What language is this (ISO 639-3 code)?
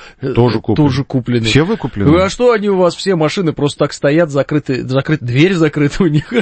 rus